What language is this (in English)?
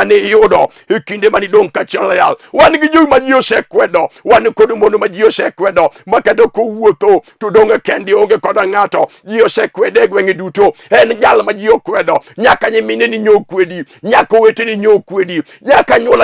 Luo (Kenya and Tanzania)